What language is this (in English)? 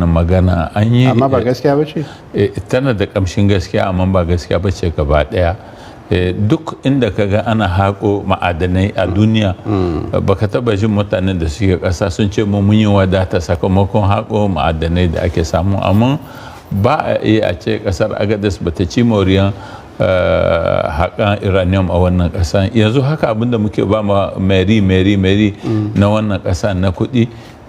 Hausa